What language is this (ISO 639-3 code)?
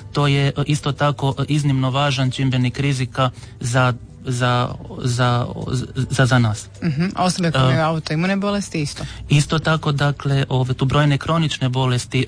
hrv